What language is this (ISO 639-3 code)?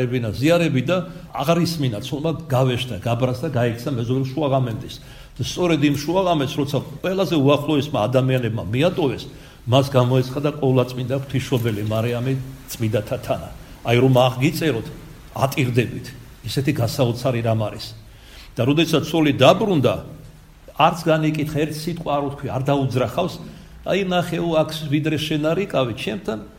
kat